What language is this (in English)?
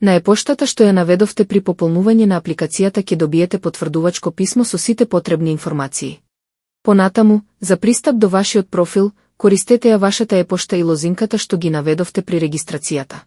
Macedonian